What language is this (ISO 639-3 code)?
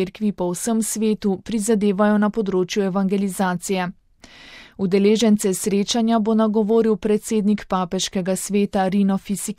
slv